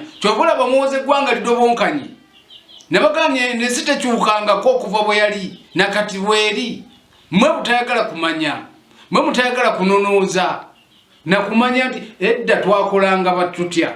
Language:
Ganda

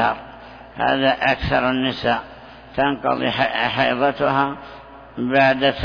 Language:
Arabic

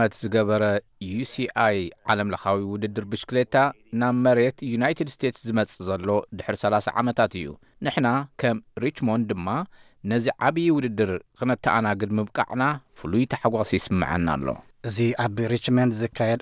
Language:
Tigrinya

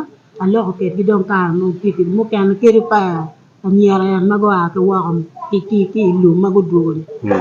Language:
Acoli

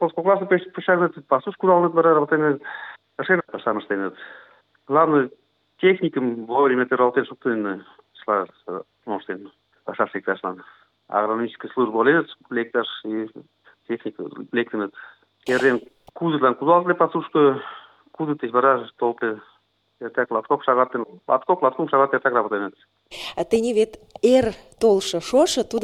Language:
Mari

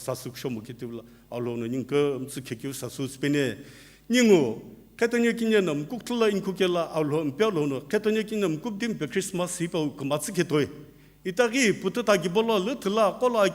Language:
Sumi Naga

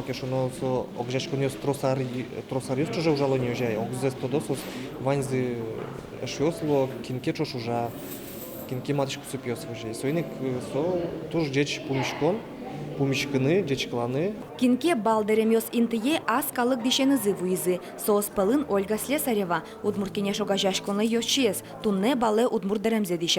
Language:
Udmurt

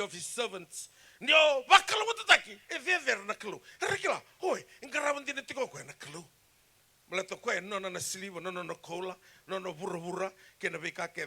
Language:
Fijian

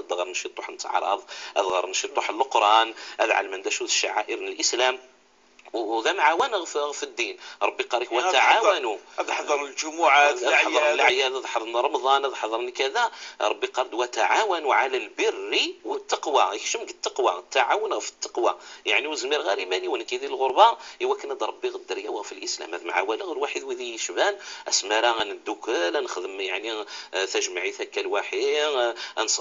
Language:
Moroccan Arabic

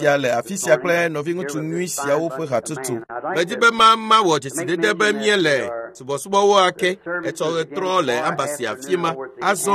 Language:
Ewe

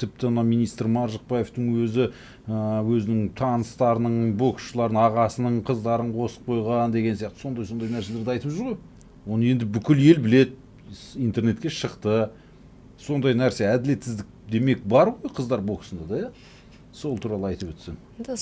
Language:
Kazakh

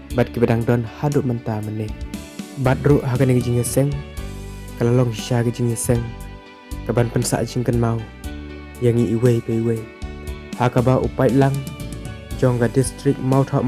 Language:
Khasi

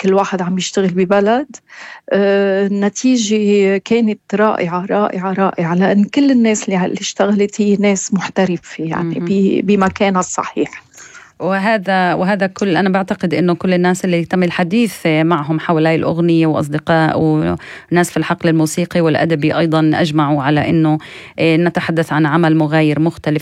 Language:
North Levantine Arabic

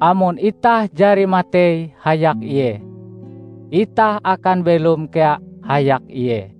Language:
Ngaju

